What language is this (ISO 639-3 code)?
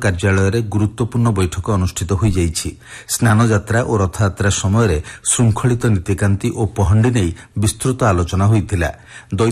ori